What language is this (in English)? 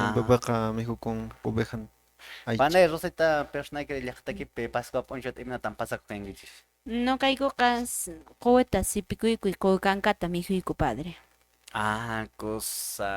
Quechua